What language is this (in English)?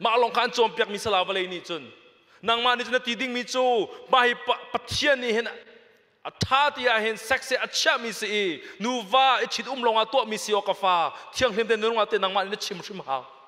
Hakha Chin